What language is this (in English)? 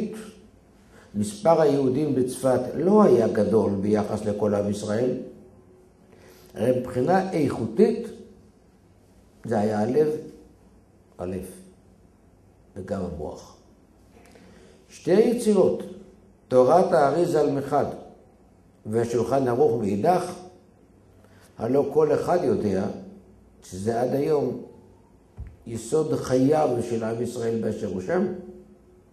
Hebrew